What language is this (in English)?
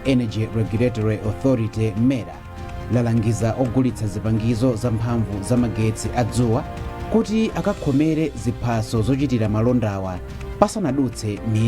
Nyanja